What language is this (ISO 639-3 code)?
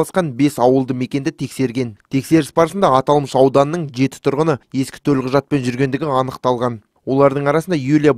kaz